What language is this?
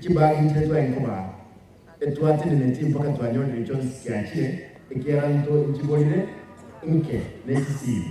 Gusii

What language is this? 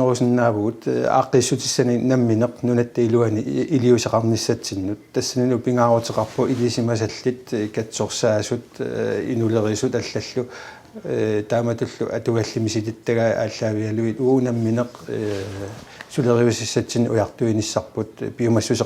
Kalaallisut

